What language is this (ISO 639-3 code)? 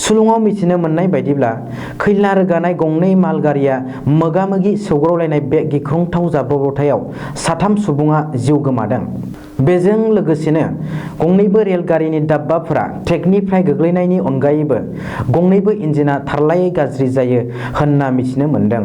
brx